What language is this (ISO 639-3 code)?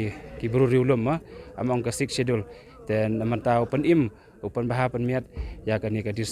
kha